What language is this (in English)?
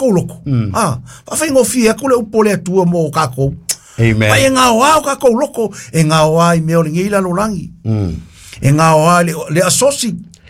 Samoan